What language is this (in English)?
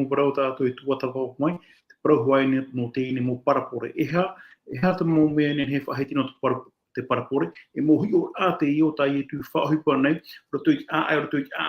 Tahitian